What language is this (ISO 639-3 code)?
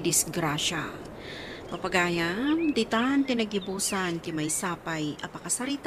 ilo